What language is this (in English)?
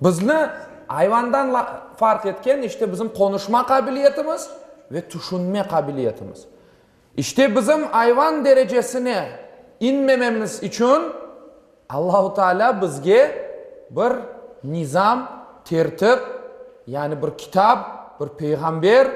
Crimean Tatar